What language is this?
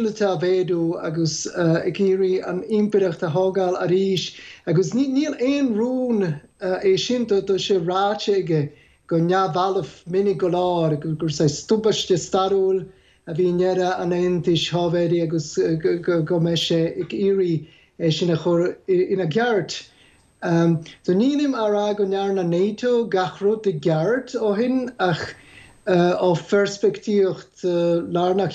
Irish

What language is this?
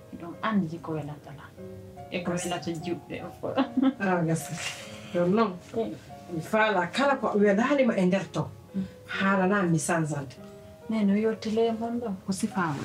Pular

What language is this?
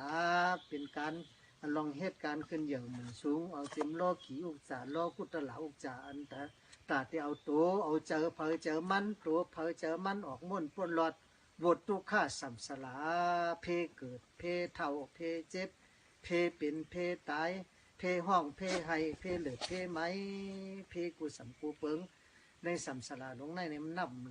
Shan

